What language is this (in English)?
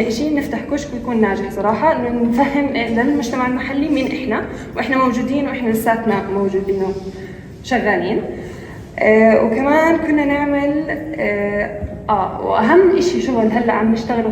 North Levantine Arabic